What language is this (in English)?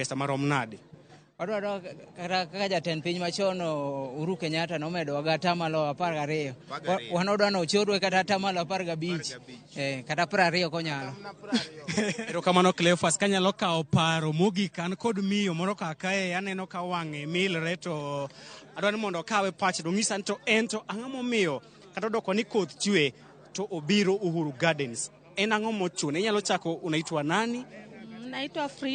Luo (Kenya and Tanzania)